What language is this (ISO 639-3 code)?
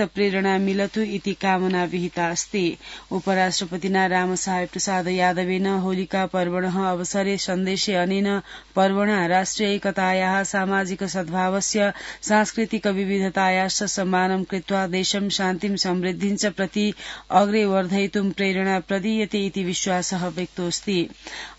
san